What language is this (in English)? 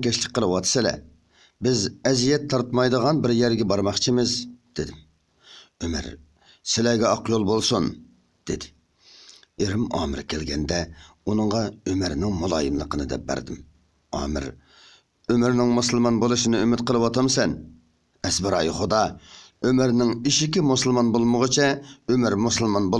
Uyghur